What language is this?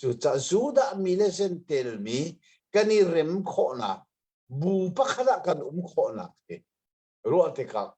Hakha Chin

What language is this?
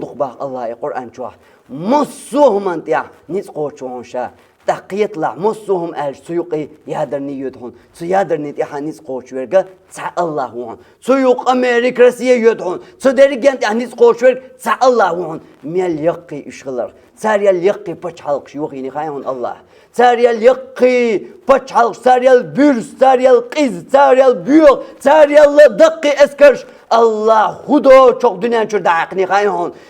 Chechen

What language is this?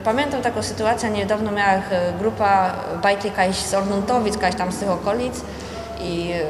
Silesian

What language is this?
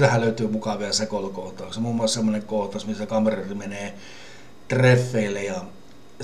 Finnish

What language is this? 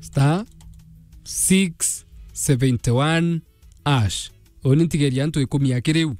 Meru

